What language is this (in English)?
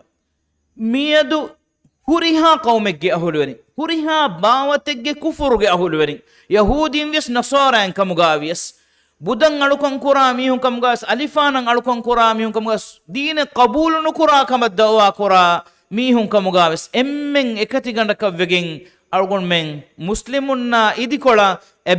Divehi